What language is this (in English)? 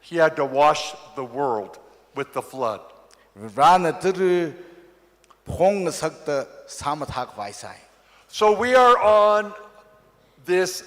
Tangkhul Naga (India)